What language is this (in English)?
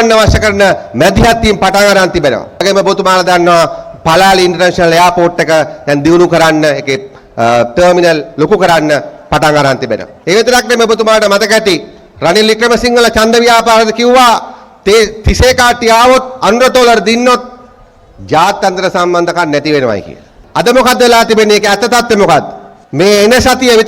Sinhala